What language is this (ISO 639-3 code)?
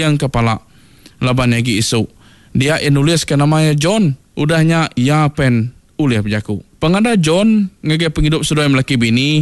iba